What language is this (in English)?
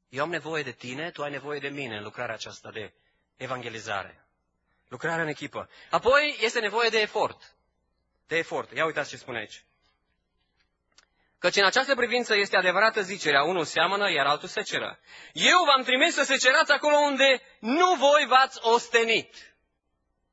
Romanian